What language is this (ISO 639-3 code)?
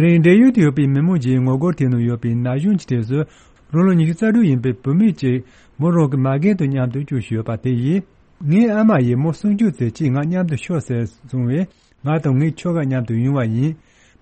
bod